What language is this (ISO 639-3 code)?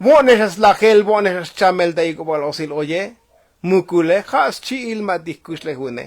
tzo